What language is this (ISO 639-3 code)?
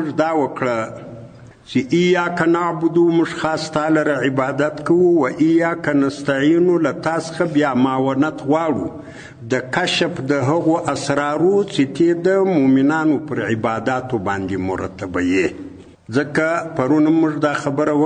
pus